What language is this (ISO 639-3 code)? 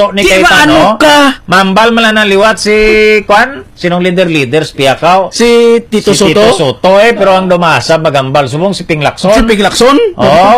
hil